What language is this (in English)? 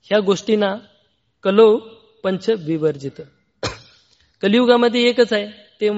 Marathi